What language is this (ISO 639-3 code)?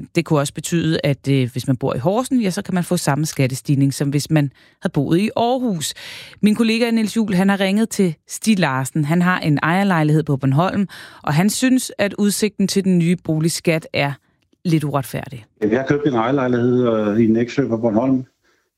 dan